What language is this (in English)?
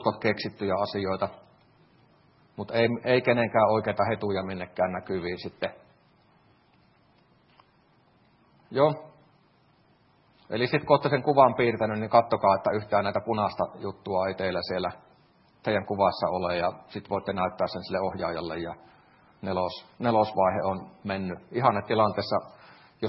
Finnish